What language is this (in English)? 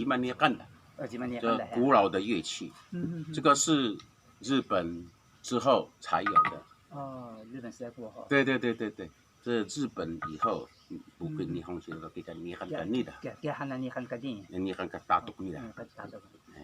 Taroko